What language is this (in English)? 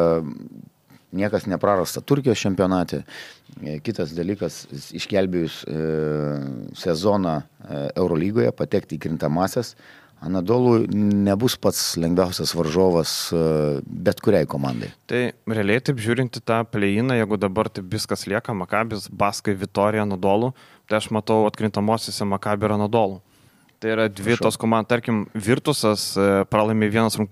Lithuanian